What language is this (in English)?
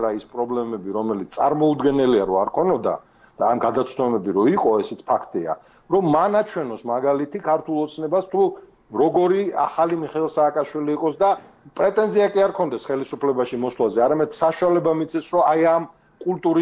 Georgian